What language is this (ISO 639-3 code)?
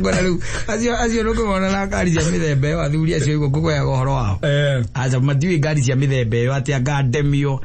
kik